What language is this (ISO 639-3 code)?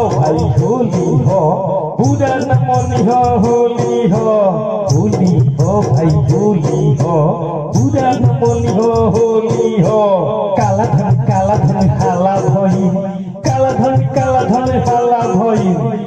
bho